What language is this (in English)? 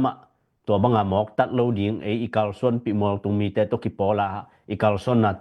Tedim Chin